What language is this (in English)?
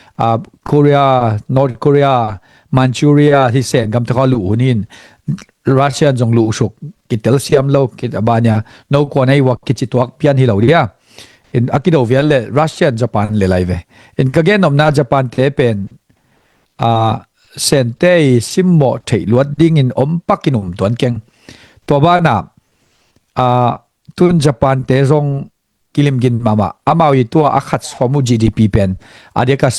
Tedim Chin